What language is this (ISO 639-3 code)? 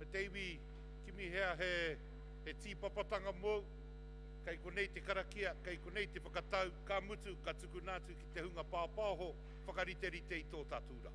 mri